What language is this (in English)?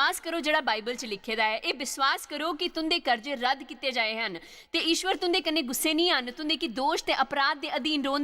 Dogri